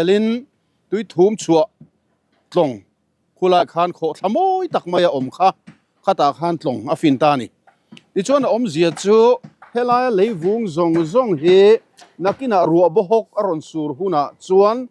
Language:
Mizo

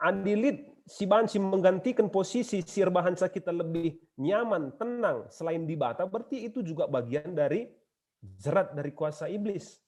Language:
Batak Karo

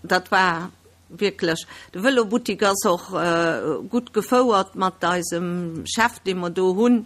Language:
Luxembourgish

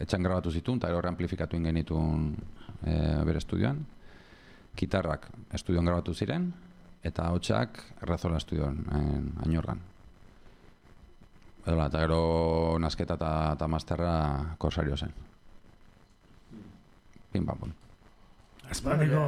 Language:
Basque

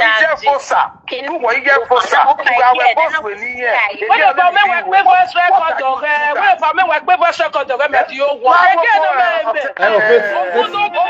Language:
Nigerian Pidgin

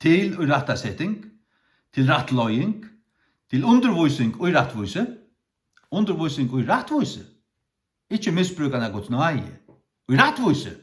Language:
Faroese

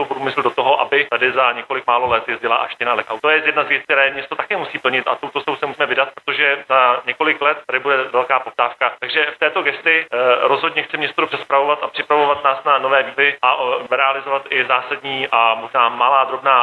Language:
Czech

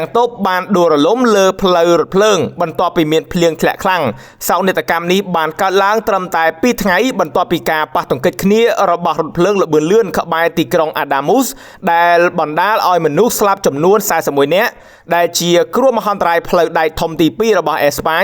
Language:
Khmer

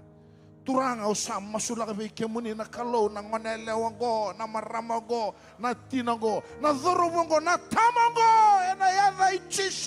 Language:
Fijian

